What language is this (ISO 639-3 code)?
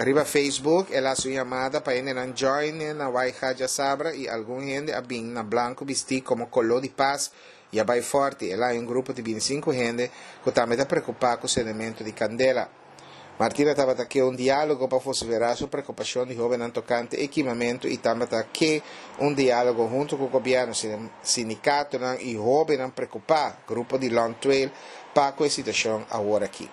pap